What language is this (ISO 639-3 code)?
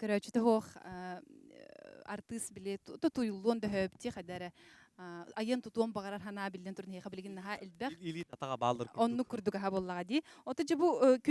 sah